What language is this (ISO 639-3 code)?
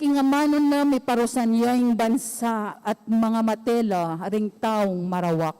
pam